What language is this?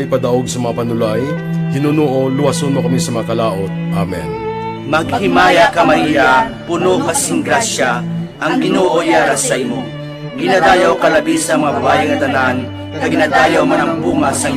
Hiligaynon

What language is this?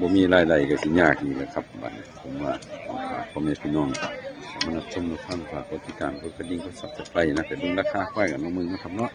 Northeastern Thai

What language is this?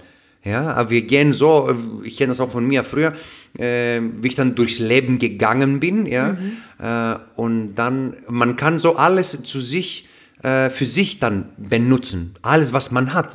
German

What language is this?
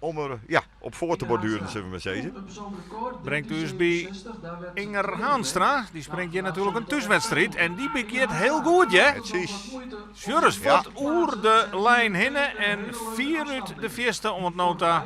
Western Frisian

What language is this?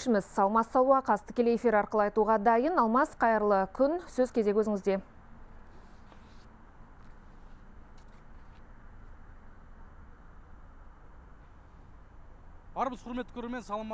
Kazakh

